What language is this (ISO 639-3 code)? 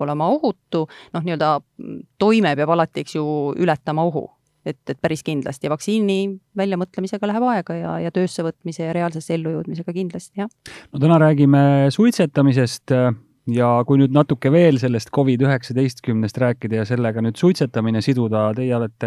est